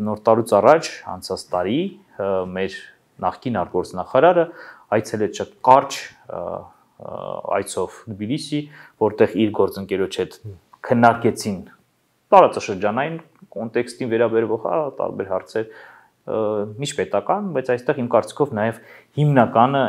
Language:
Armenian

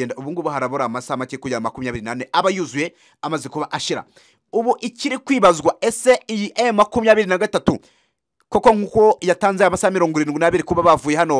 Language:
Kinyarwanda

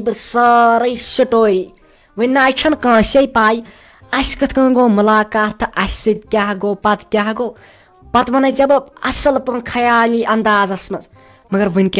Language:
Kashmiri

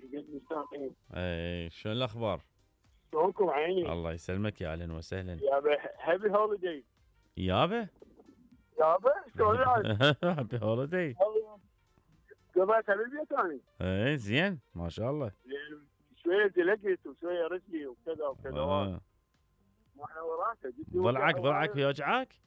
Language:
Mesopotamian Arabic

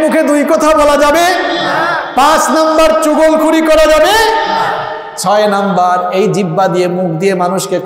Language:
Bangla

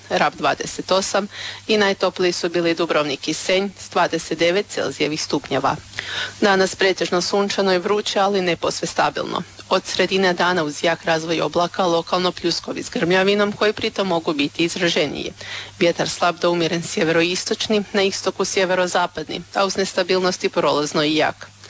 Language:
Croatian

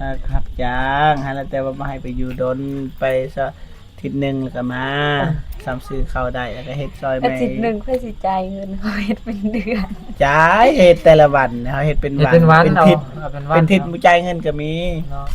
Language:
Northeastern Thai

